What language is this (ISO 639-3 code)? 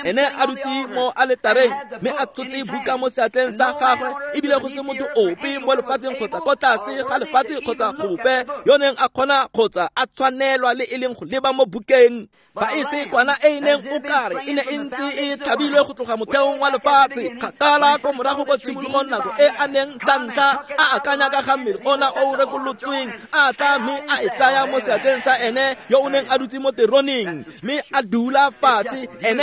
tsn